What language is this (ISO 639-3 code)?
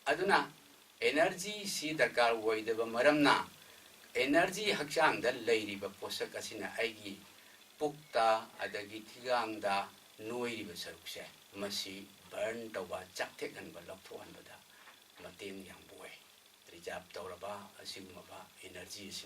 mni